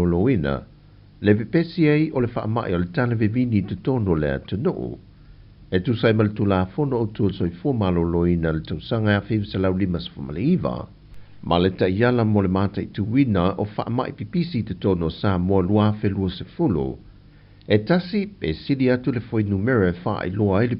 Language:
Samoan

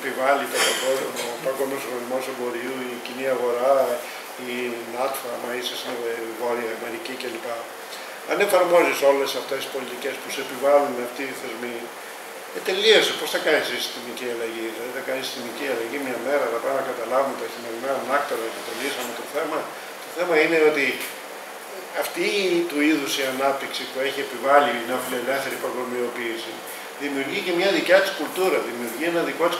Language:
Greek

